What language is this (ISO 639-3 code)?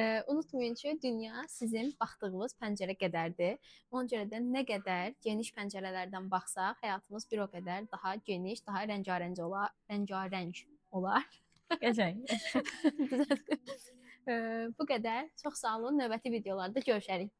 aze